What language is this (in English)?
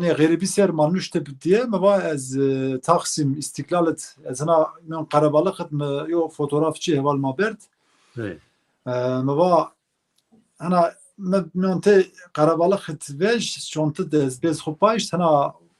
Zaza